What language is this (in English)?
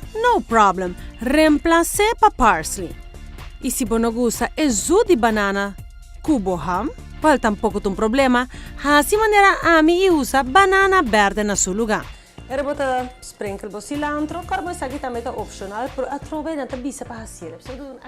Papiamento